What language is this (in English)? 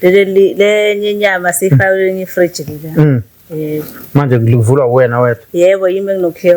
Zulu